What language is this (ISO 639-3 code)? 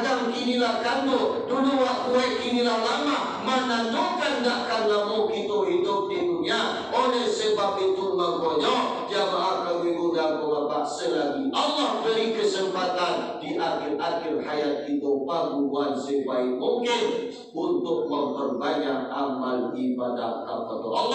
min